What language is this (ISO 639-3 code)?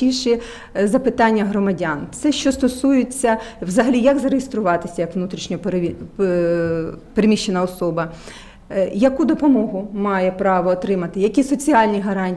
ukr